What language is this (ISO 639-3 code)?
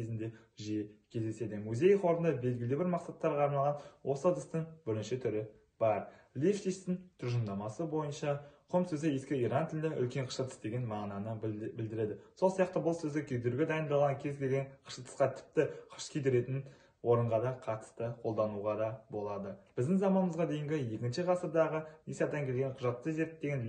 kaz